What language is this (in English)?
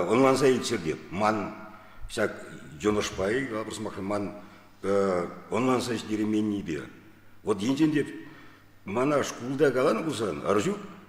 Chuvash